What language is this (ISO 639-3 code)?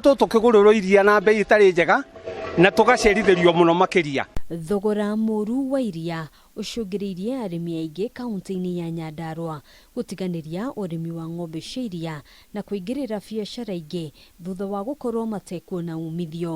kik